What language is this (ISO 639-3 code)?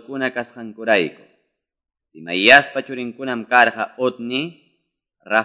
que